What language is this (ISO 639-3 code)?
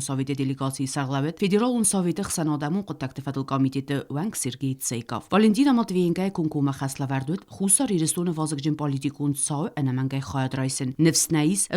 oss